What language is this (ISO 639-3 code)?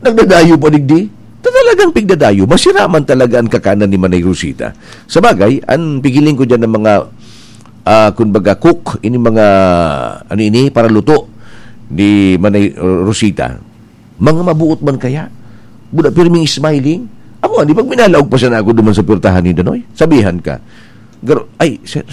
bik